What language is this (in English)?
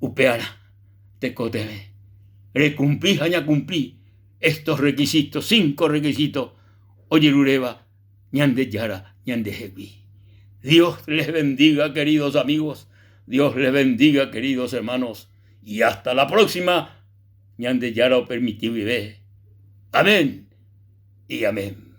Guarani